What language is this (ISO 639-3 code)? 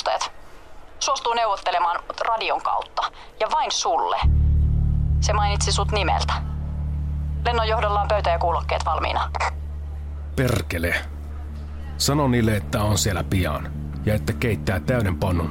fin